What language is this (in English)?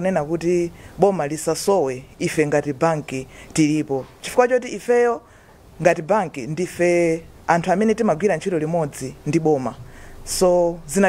Nyanja